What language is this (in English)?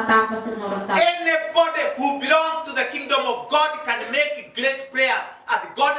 Tetum